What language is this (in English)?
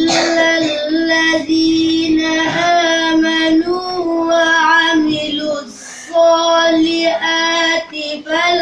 Arabic